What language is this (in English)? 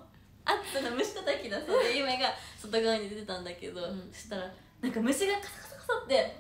Japanese